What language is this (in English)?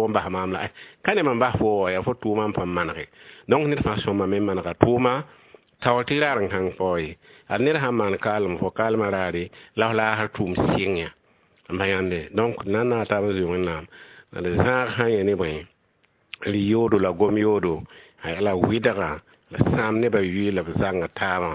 Mossi